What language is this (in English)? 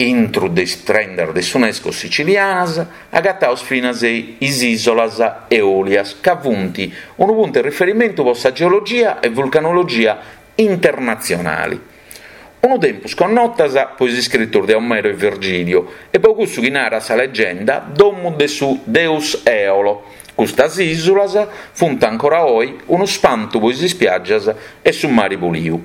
Sardinian